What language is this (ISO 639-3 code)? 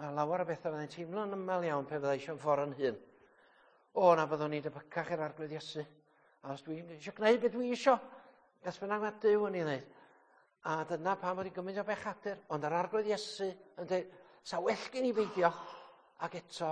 cym